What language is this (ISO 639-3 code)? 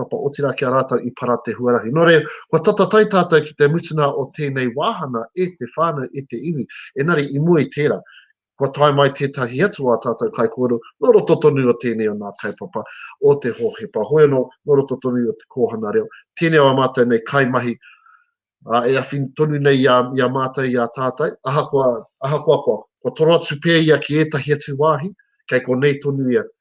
mri